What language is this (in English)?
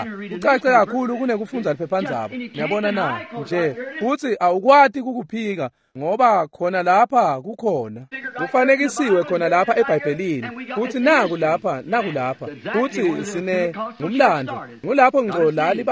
Swati